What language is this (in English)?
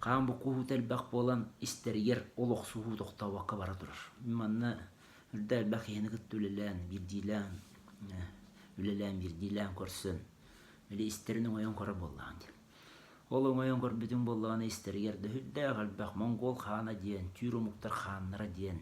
Yakut